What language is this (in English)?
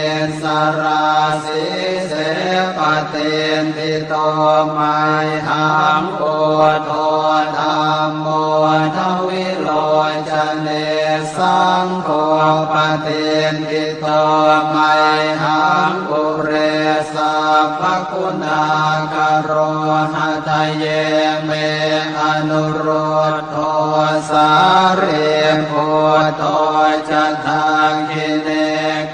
Pali